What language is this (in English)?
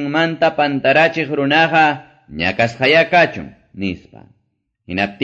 Quechua